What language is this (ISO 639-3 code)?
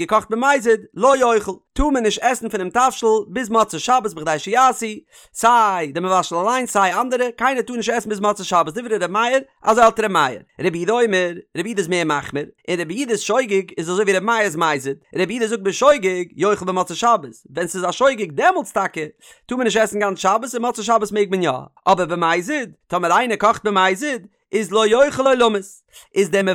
yid